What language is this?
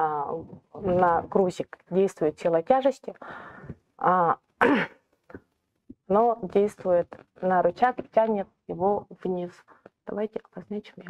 Russian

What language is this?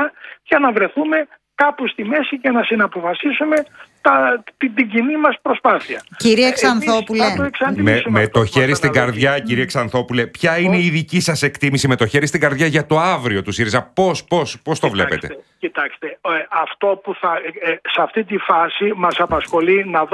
Greek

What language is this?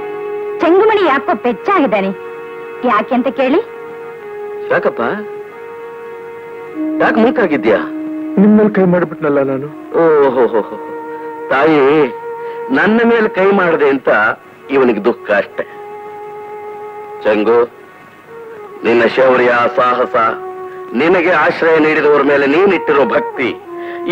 Kannada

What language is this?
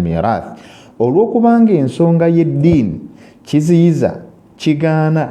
Ganda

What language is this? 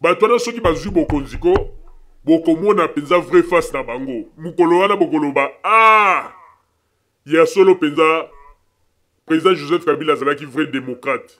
Lingala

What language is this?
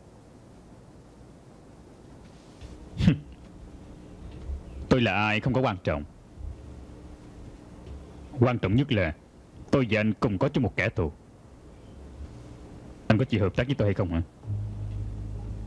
Vietnamese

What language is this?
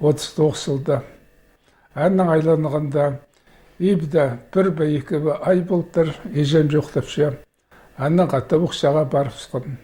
Khakas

